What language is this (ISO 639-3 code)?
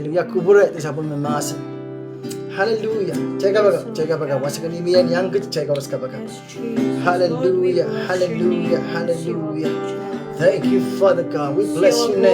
pon